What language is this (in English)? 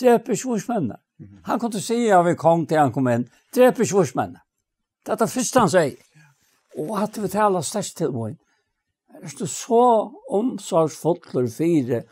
Faroese